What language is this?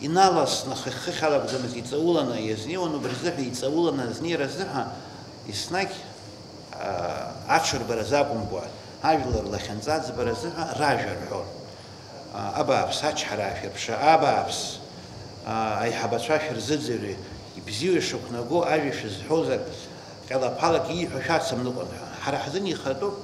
Abkhazian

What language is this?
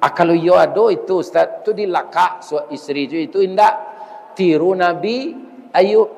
Minangkabau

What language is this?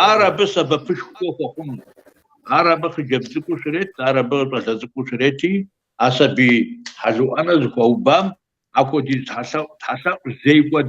Kabardian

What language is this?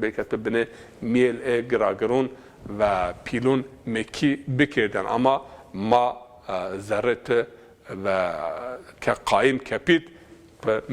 Zaza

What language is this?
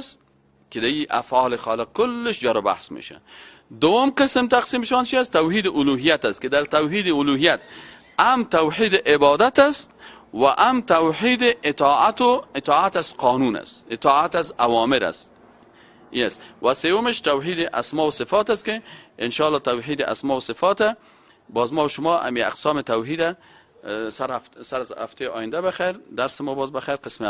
Persian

